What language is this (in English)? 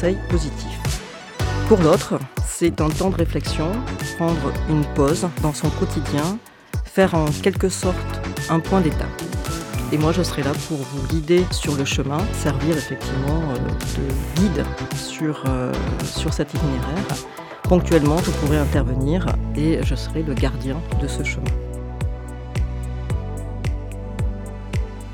French